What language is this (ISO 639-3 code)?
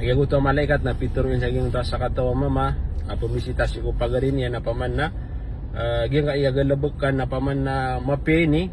mrw